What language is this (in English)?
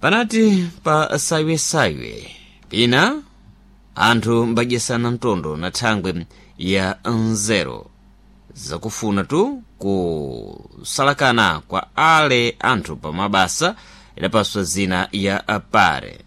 Sena